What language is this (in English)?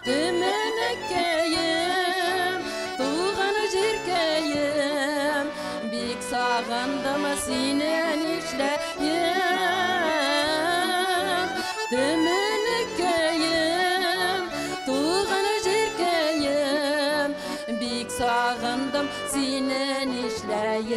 Tatar